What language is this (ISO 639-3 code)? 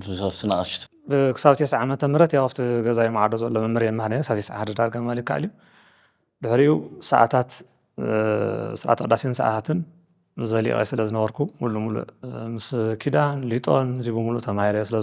tir